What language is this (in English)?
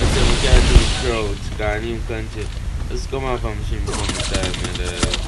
Jamaican Creole English